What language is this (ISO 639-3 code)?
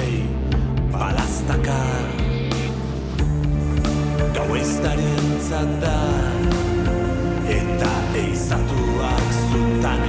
eus